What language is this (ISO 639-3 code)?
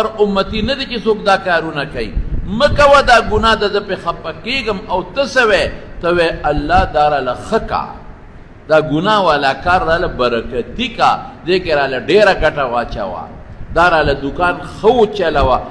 pus